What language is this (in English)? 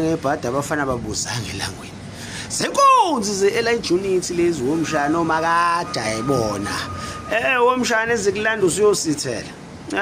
Zulu